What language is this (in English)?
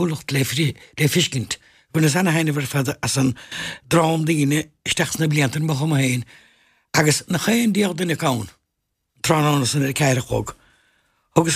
Irish